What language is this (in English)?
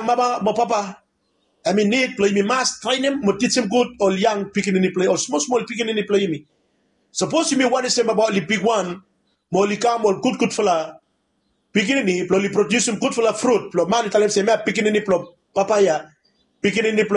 Bislama